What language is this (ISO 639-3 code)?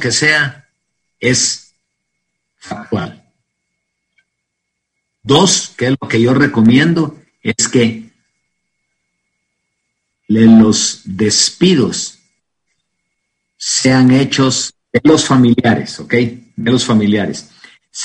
spa